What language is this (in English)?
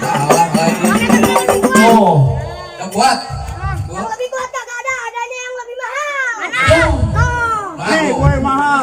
Betawi